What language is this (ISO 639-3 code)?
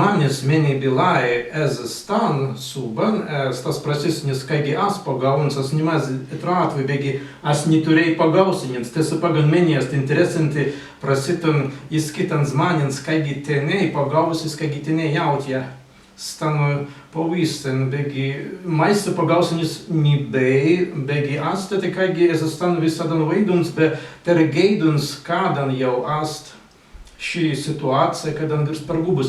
prg